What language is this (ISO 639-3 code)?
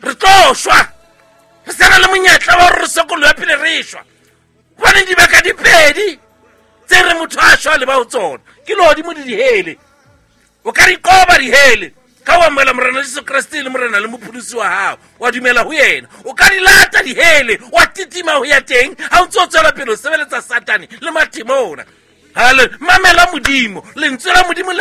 sot